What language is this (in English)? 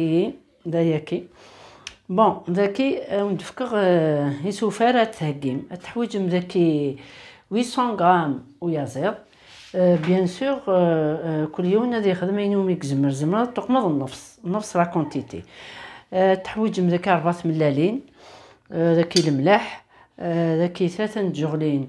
Kabyle